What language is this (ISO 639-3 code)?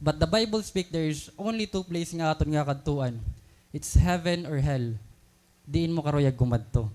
war